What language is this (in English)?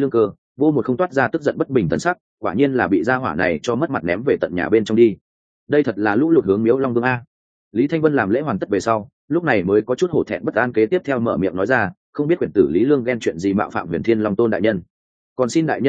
Vietnamese